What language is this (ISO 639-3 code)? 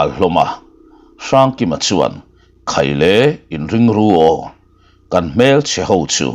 lus